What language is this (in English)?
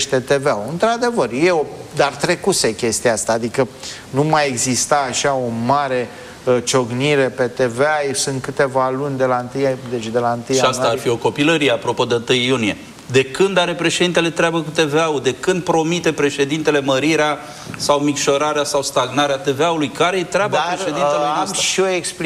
Romanian